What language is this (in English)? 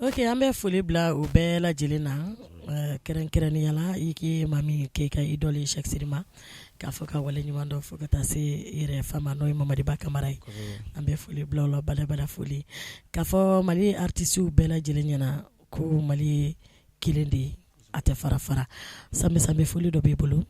Bambara